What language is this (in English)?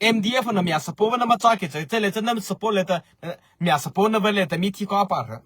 Mara Chin